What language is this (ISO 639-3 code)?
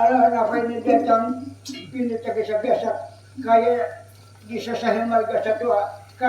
bjn